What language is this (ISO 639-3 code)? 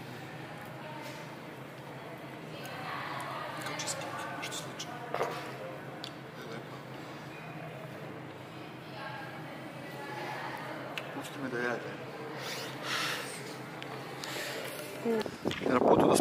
srp